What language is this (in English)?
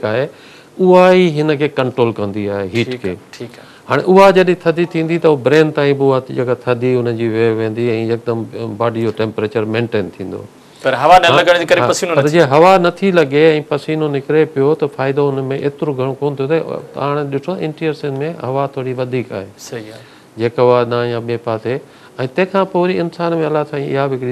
Sindhi